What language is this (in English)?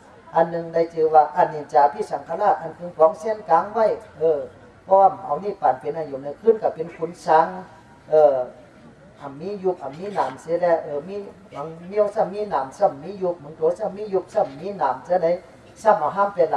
Shan